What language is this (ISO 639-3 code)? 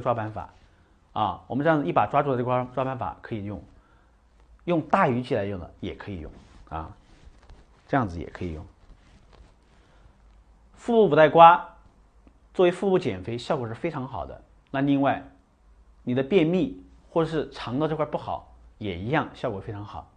zho